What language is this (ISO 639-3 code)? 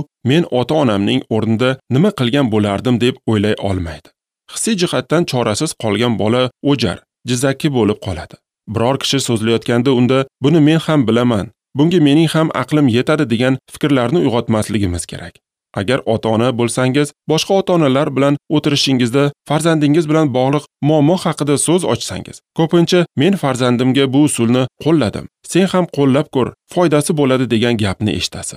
uzb